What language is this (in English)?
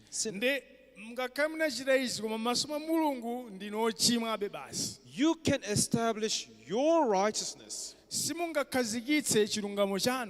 Nyanja